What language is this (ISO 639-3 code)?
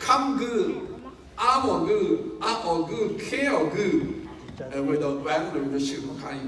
raw